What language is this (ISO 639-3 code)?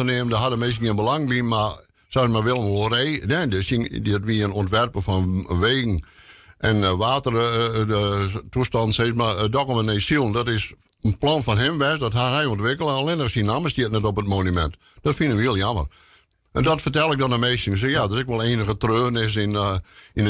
fry